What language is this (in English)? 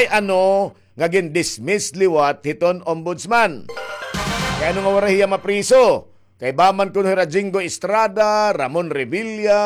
Waray